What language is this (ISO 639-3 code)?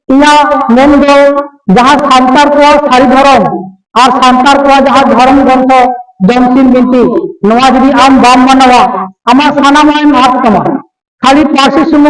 sat